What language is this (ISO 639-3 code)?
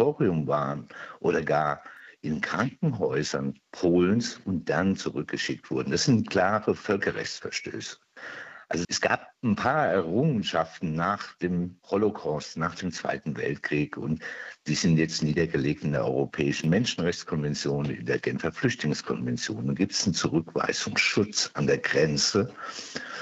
deu